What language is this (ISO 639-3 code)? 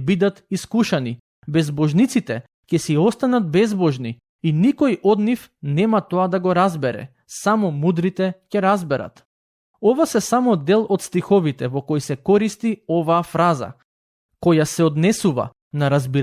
mkd